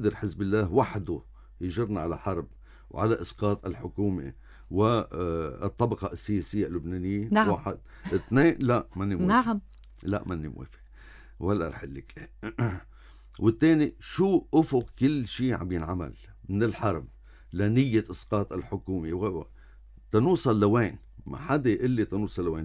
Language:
North Levantine Arabic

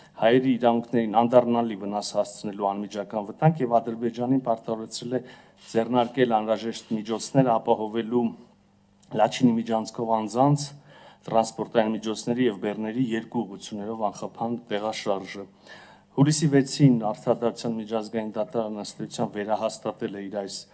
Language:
Armenian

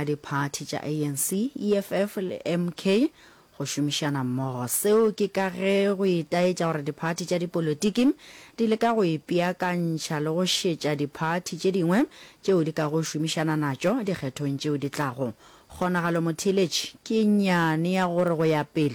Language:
Northern Sotho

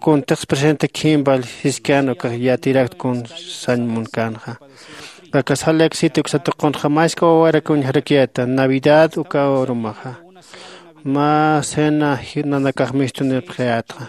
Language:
Aymara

